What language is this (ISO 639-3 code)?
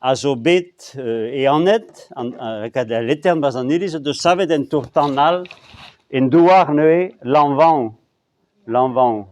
bre